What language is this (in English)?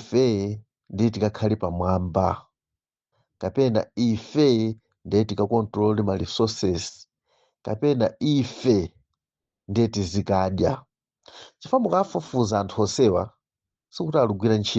Nyanja